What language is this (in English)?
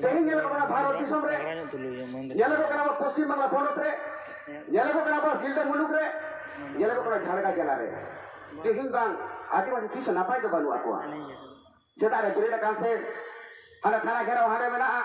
Santali